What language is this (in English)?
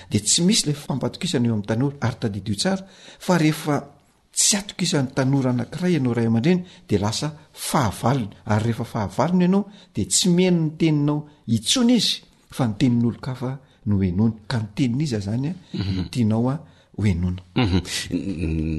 Malagasy